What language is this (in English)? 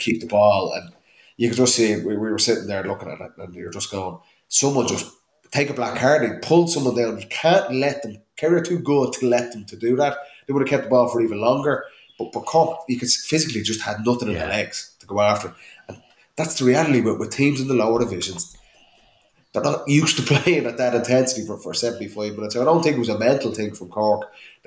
English